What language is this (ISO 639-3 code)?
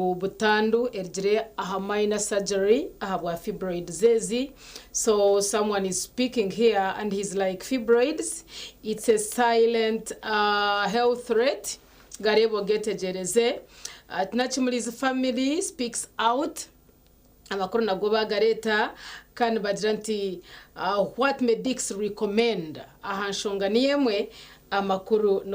nyn